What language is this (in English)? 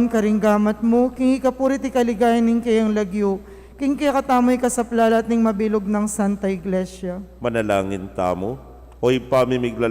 Pampanga